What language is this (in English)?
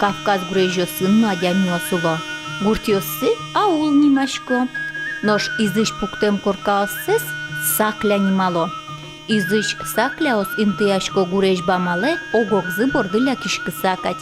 Udmurt